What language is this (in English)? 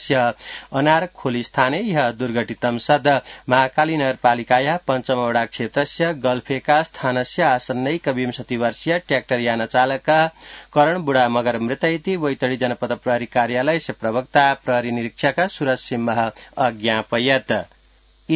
Sanskrit